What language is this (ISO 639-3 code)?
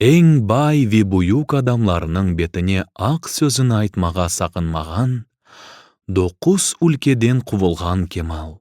crh